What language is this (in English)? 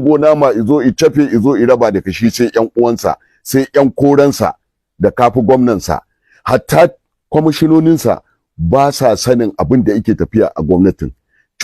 Hausa